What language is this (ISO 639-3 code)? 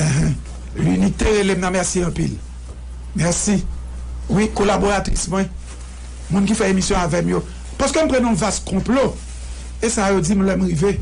hat